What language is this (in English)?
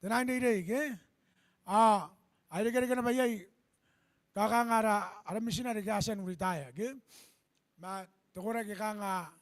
Gilbertese